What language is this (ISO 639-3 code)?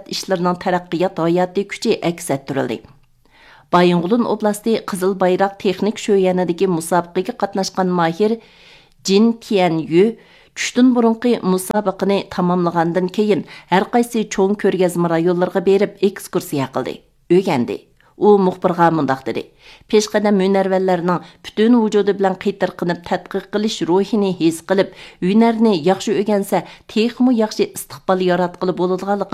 uig